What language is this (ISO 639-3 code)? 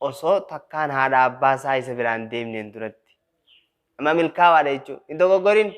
orm